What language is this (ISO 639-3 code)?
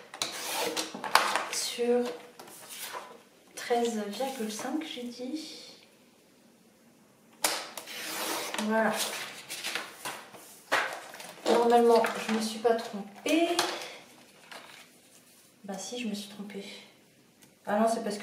fra